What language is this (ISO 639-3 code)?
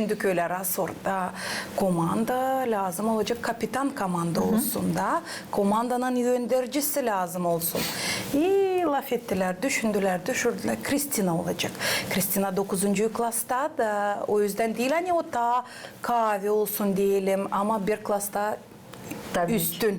gag